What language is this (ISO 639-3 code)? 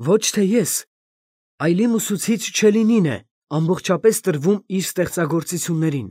hye